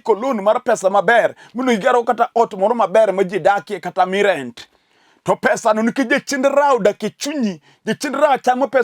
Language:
Luo (Kenya and Tanzania)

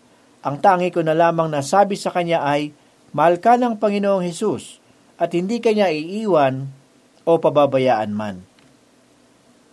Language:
Filipino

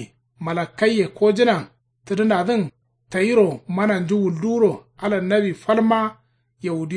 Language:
Kanuri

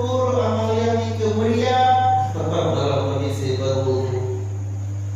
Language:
Sasak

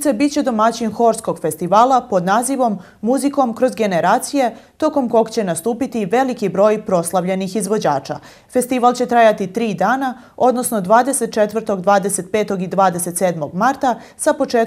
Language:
Serbian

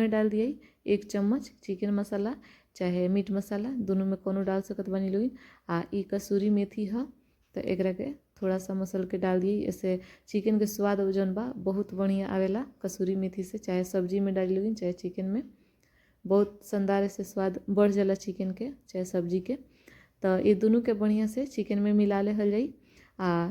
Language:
Bhojpuri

